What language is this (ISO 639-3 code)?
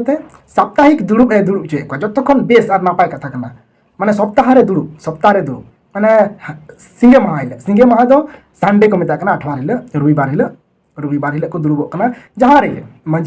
sat